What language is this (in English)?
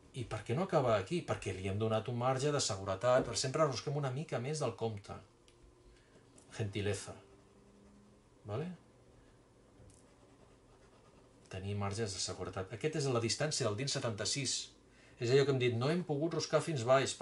Catalan